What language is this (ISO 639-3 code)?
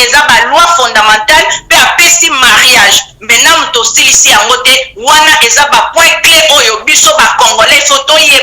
lin